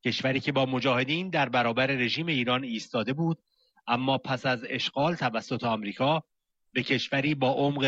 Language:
Persian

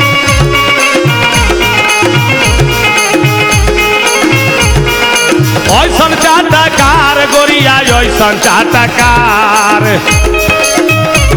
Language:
Bhojpuri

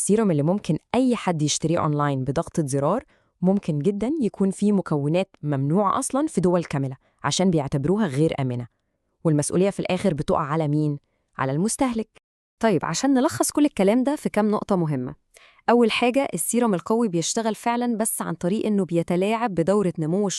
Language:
Egyptian Arabic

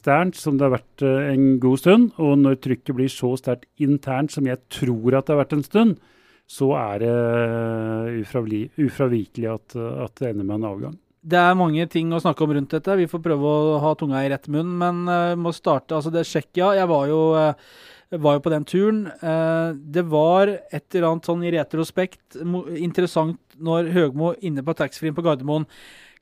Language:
Norwegian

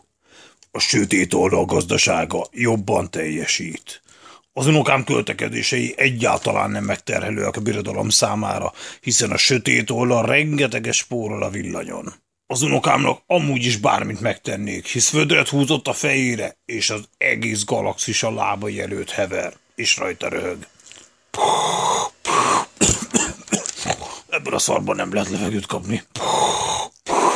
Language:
Hungarian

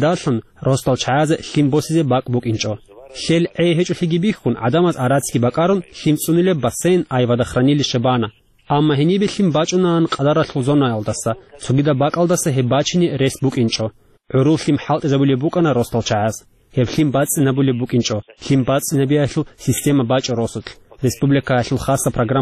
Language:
Avaric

